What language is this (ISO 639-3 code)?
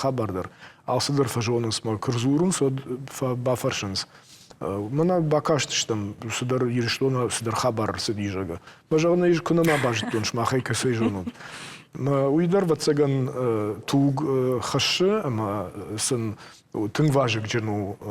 oss